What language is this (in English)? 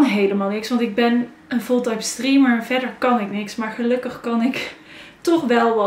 Dutch